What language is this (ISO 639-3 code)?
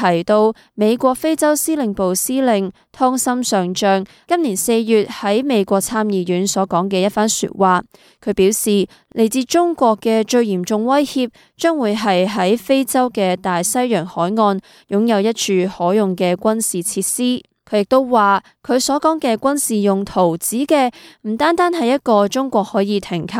yue